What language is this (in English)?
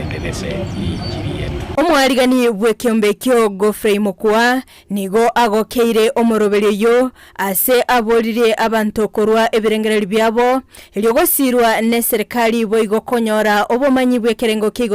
Gusii